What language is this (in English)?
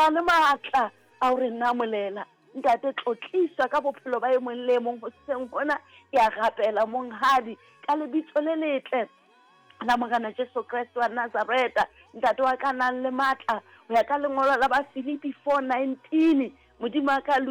Southern Sotho